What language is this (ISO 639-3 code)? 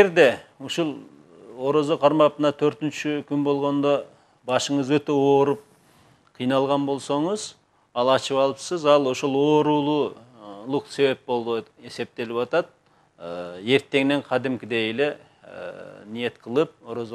kir